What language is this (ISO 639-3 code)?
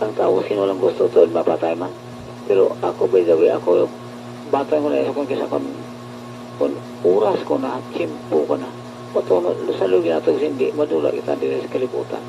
hil